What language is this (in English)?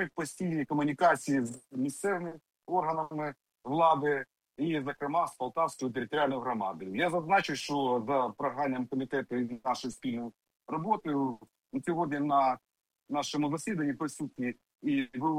Ukrainian